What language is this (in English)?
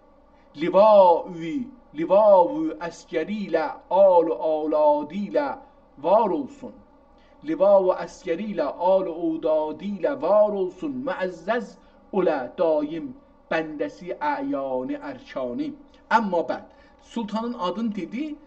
South Azerbaijani